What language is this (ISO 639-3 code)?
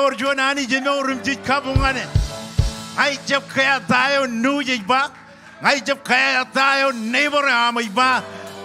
mah